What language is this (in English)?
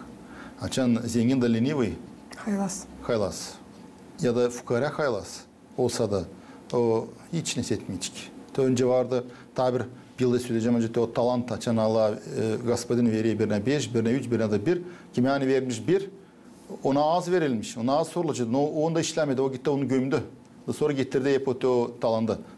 Gagauz